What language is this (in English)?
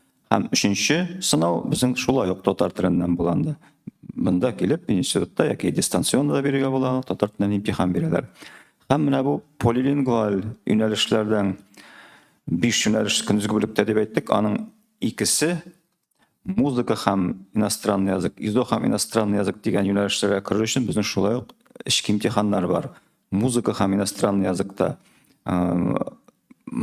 Tatar